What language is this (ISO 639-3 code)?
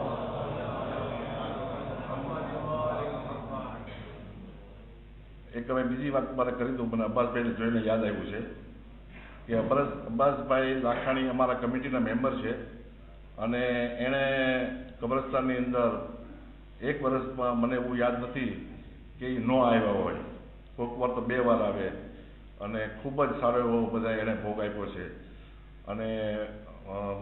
guj